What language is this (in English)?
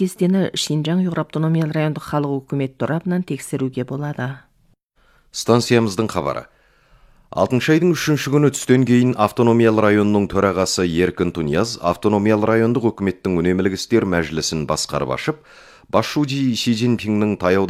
Kazakh